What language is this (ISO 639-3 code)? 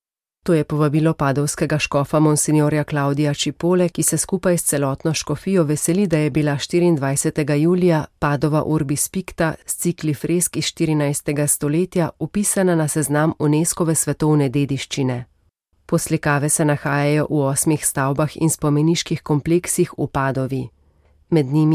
slv